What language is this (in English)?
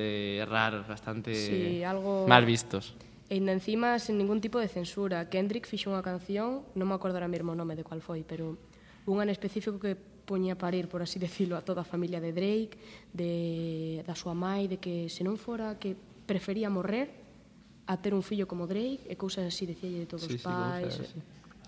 Galician